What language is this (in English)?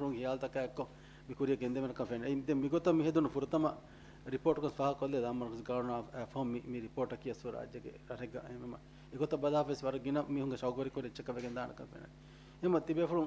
Divehi